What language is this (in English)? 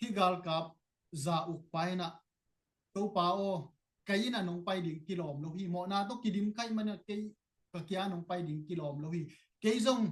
Tedim Chin